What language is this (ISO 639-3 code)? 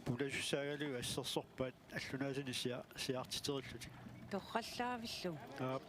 kal